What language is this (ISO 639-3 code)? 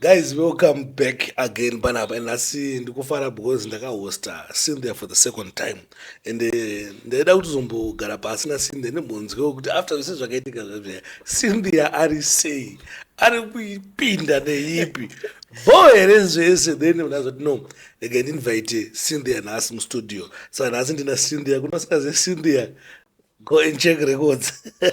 sna